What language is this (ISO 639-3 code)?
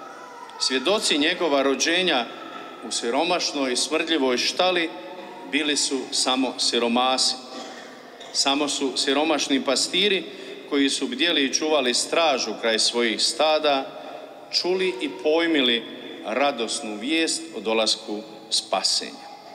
hrv